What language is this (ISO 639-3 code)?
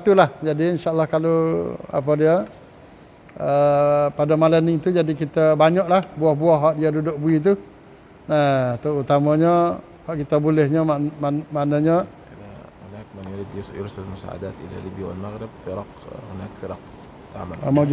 msa